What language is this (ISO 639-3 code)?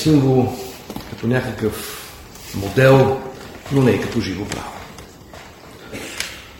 bul